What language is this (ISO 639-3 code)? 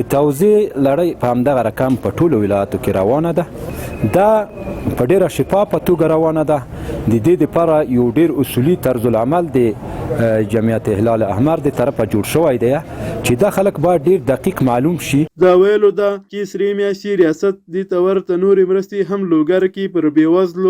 pus